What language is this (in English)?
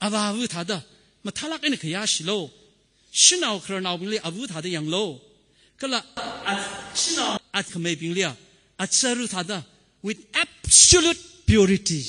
Tangkhul Naga (India)